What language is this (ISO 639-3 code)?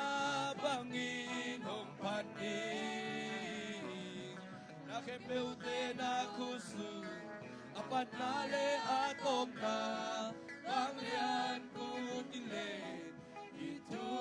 ctd